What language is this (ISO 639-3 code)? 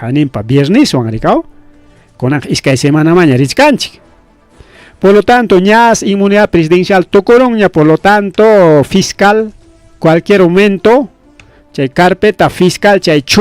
quy